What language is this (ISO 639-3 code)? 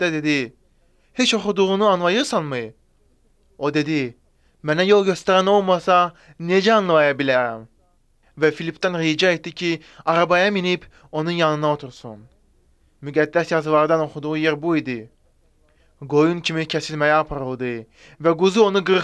aze